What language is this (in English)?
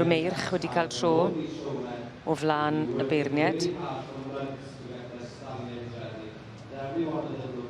Welsh